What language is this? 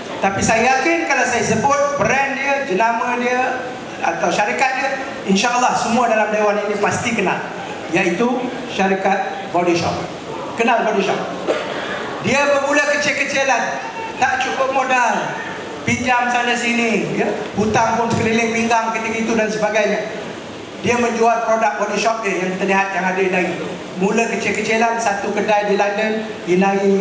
Malay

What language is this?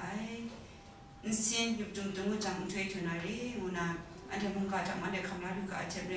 Kachin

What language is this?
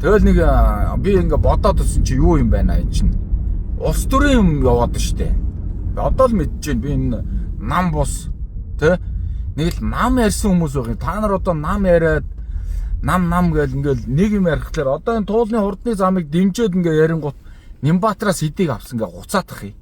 Mongolian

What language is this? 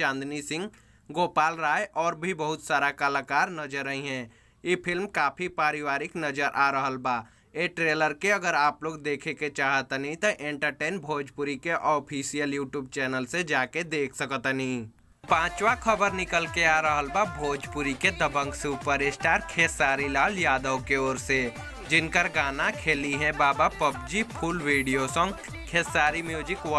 Bhojpuri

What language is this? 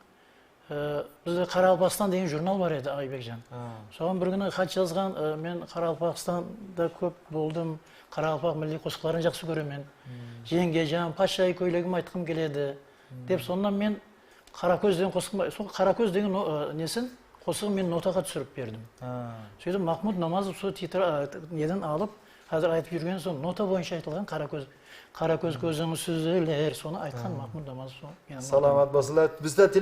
Kara-Kalpak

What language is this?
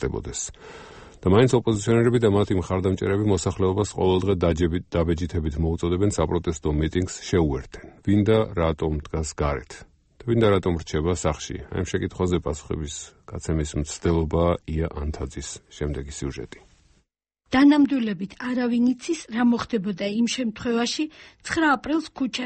Georgian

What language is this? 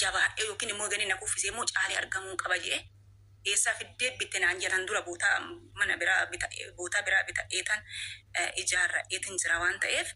Oromo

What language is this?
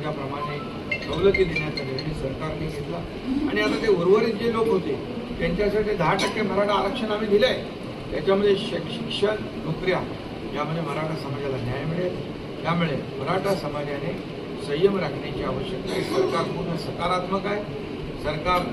Marathi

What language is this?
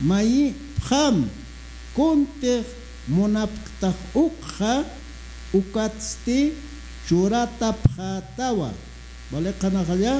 Aymara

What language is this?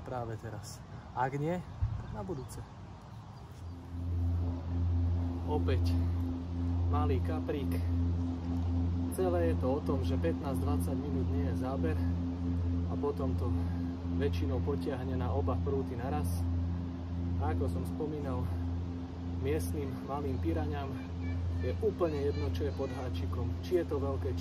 Slovak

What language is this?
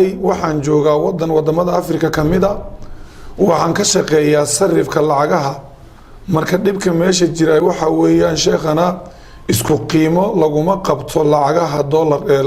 Somali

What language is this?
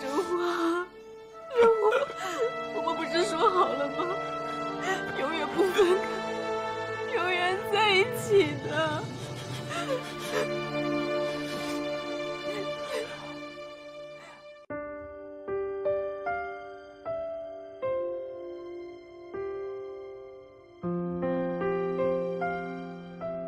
Chinese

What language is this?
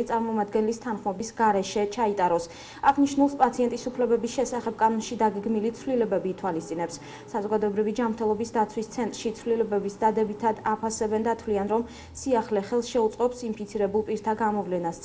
Georgian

